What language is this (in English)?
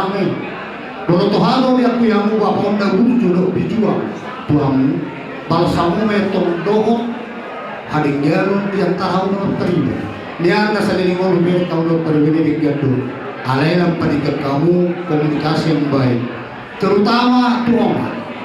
Batak Toba